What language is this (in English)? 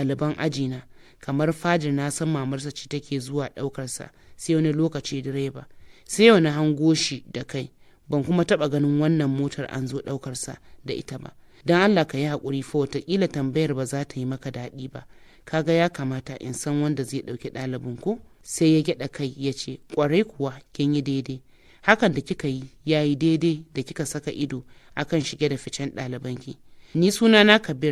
Hausa